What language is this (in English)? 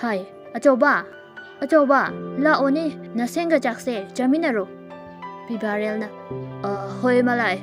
Manipuri